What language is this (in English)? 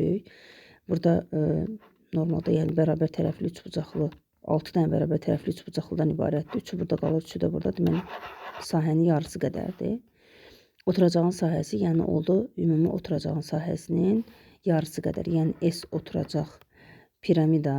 Azerbaijani